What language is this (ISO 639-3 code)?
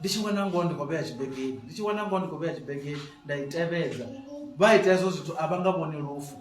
ven